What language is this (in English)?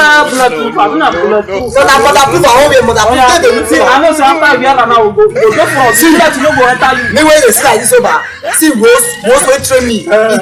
Nigerian Pidgin